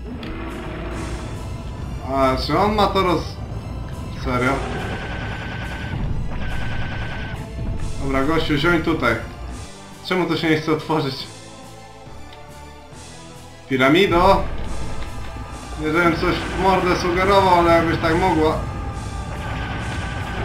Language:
Polish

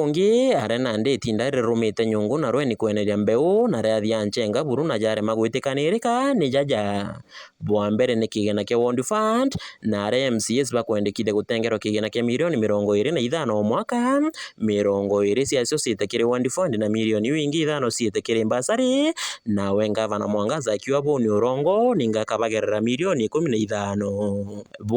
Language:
Meru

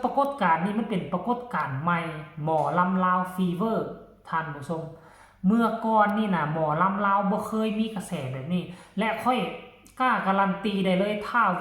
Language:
Northeastern Thai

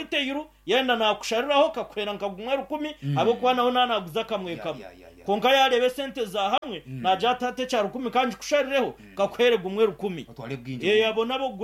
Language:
Nyankole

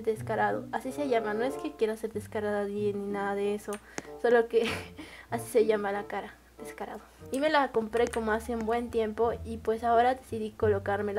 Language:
Spanish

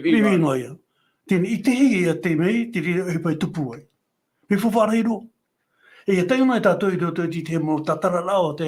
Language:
Tahitian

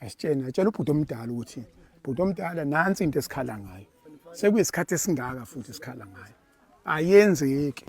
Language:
Zulu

